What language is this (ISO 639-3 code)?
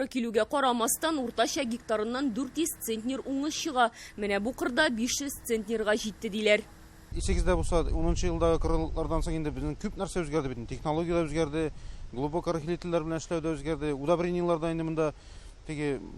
tat